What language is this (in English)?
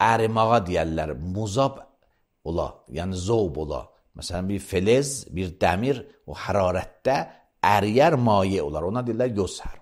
Azerbaijani